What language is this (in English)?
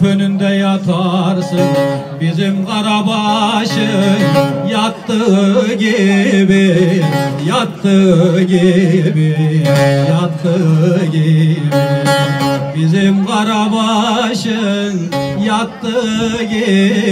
Turkish